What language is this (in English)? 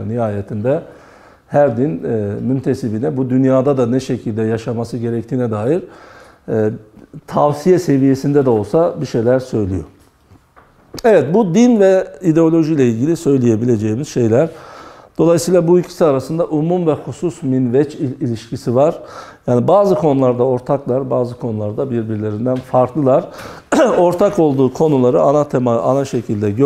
Turkish